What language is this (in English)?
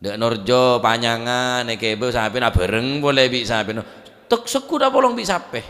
Madurese